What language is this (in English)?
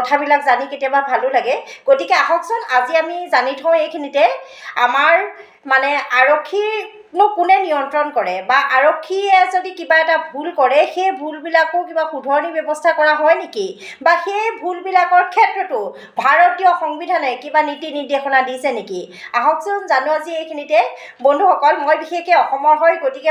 Assamese